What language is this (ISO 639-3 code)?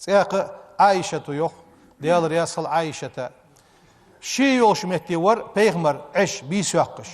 inh